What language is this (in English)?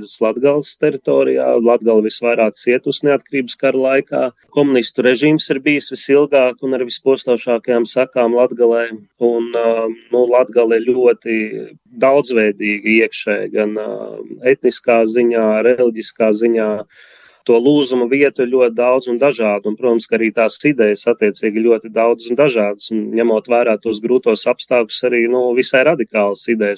Latvian